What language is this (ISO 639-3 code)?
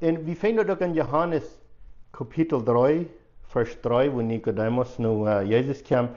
pdt